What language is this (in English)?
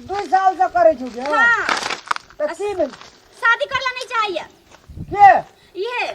Maithili